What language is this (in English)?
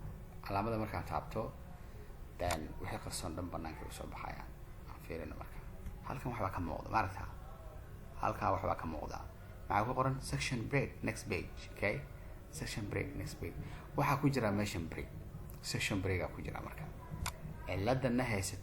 Somali